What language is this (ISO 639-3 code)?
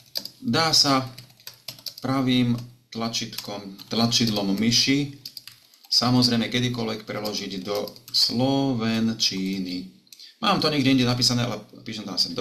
slk